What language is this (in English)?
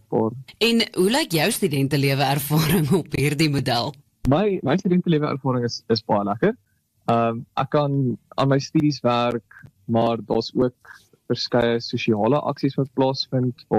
Afrikaans